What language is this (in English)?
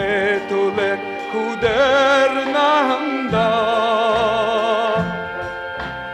Buriat